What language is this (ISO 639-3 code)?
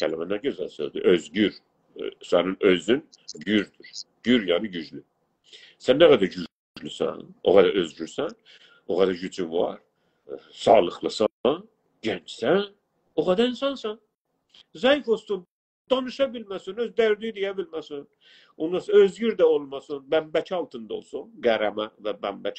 azb